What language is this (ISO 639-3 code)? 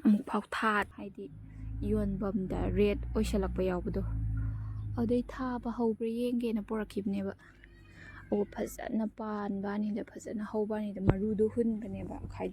mni